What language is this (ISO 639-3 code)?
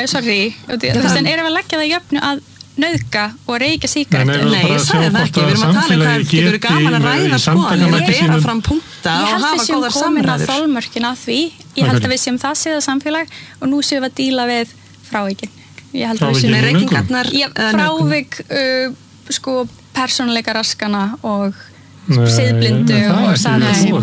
isl